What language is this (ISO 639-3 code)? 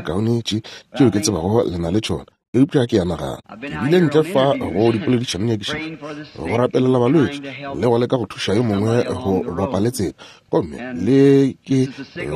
nso